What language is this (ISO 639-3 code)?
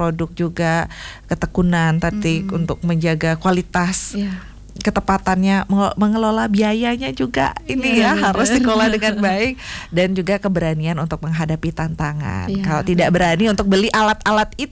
ind